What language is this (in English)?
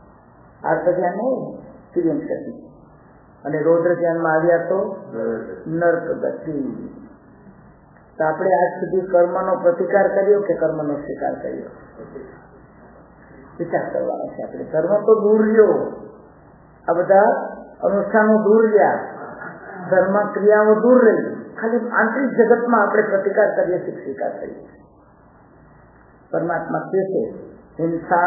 Gujarati